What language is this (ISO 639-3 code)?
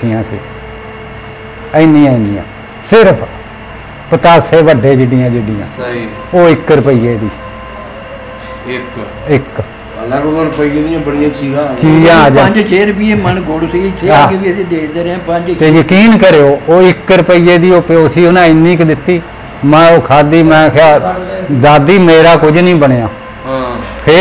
pan